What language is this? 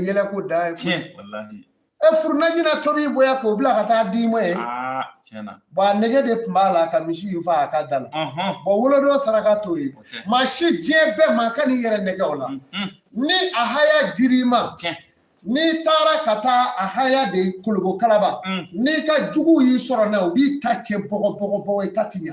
Bambara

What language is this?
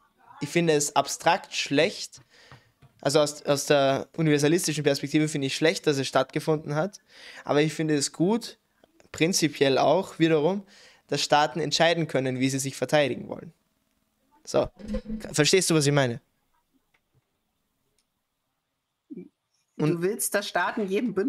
German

